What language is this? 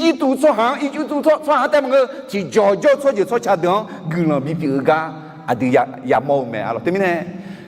Akha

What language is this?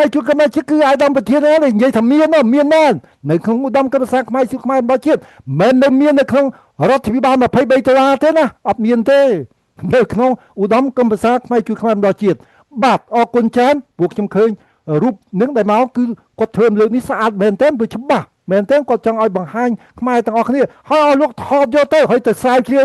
Khmer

